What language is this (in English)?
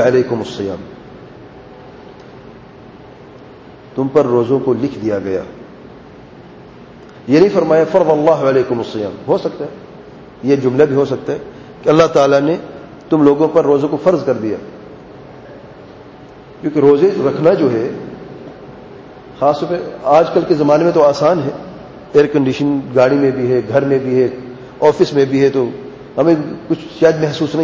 Urdu